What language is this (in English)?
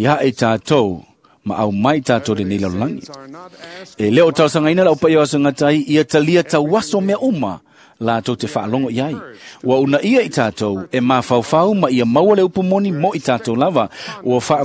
Samoan